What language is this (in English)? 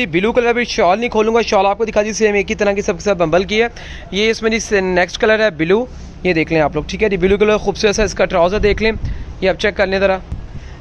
Hindi